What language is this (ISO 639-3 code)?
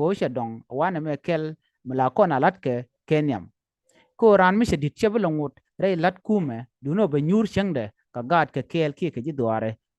nus